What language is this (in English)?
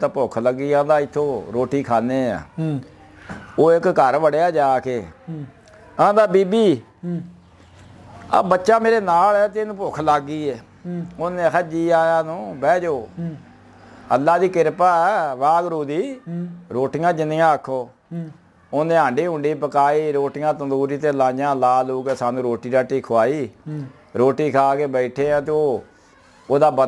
Punjabi